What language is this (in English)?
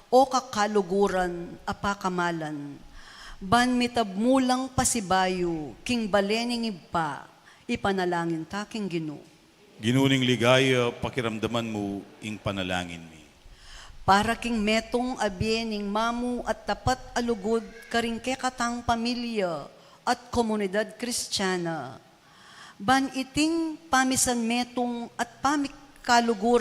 Pampanga